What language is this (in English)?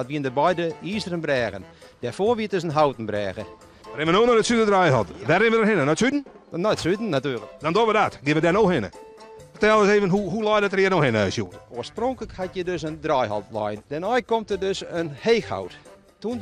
Western Frisian